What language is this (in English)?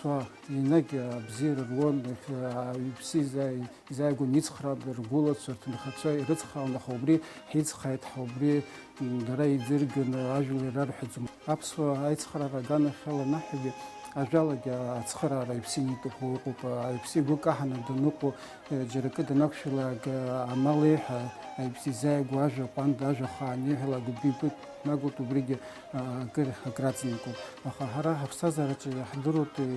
Abkhazian